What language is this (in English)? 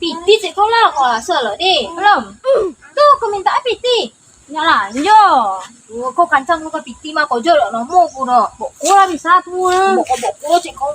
Minangkabau